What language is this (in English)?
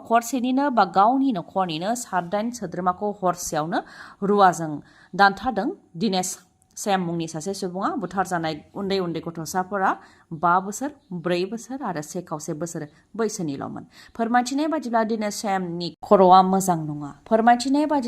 Bodo